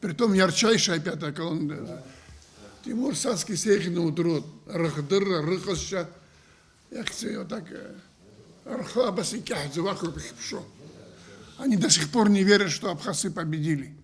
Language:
Abkhazian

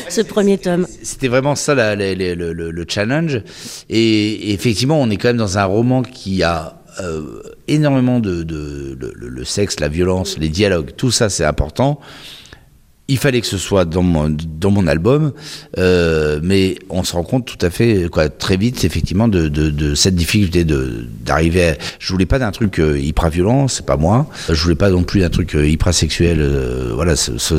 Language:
French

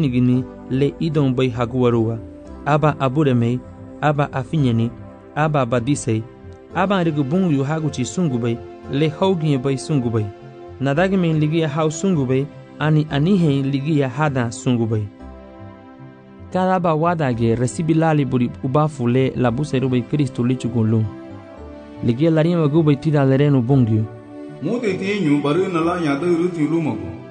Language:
Garifuna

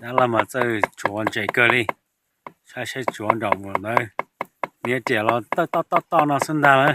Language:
Hmong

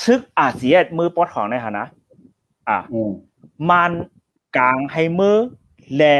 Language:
Shan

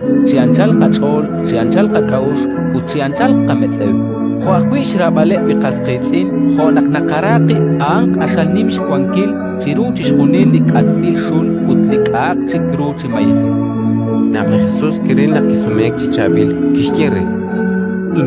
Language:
Kekchí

